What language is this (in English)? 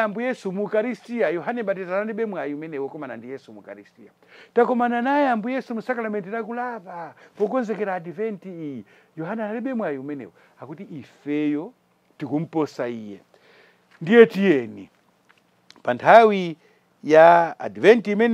Nyanja